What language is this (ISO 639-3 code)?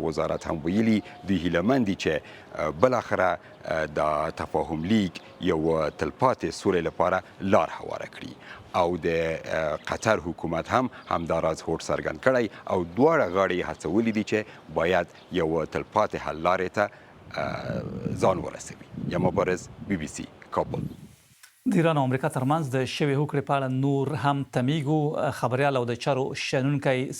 pus